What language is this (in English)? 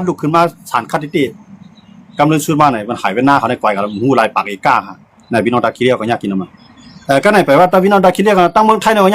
Shan